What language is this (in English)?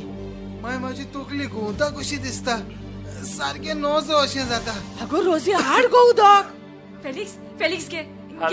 Konkani